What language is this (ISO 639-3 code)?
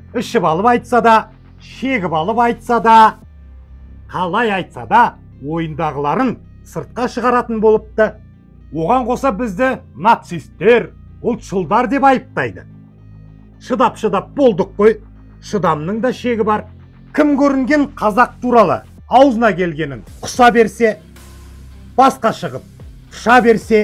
kaz